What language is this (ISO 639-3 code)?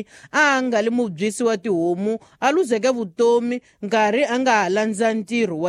tso